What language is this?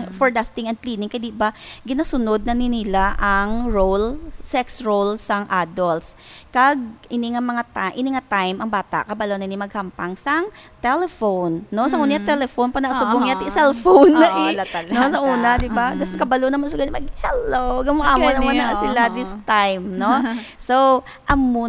Hiligaynon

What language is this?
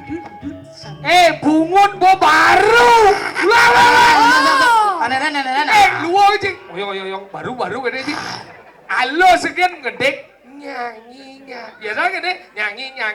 Balinese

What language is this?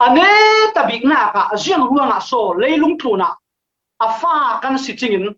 Falam Chin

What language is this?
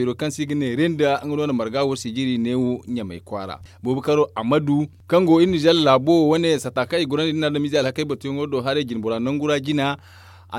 Zarma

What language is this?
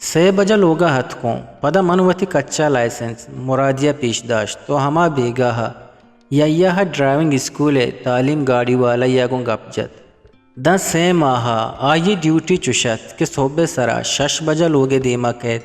Eastern Balochi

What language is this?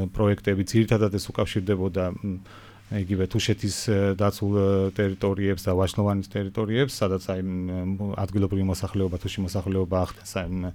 Georgian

